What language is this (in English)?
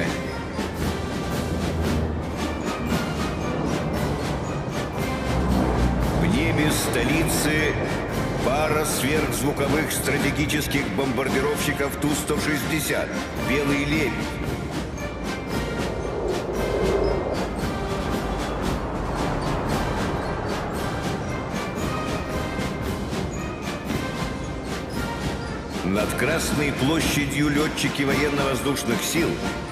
Russian